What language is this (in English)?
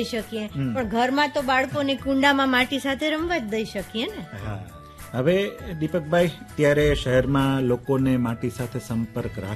Gujarati